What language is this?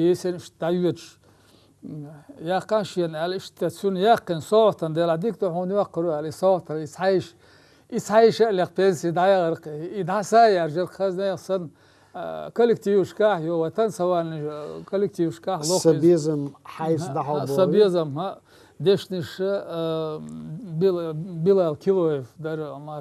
Chechen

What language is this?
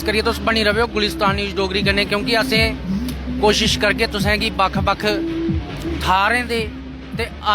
Dogri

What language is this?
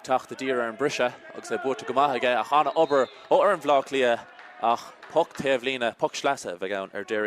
Irish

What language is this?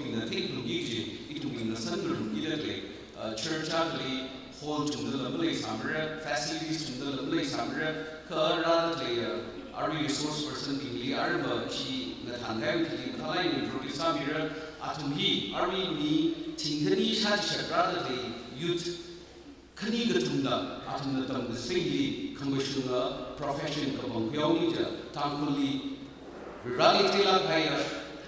Tangkhul Naga (India)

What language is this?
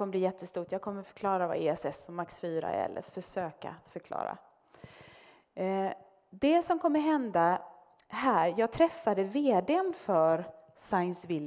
Swedish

